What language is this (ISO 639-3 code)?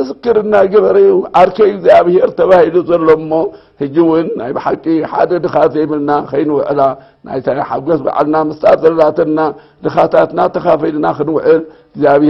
tir